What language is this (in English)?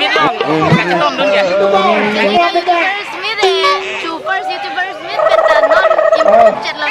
Karbi